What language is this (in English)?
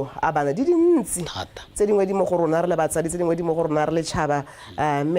Tswana